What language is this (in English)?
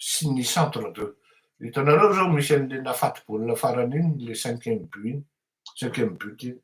Malagasy